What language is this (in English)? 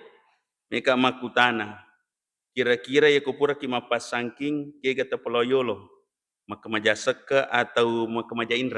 Buginese